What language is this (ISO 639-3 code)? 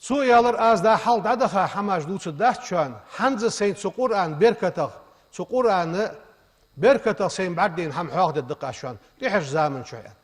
inh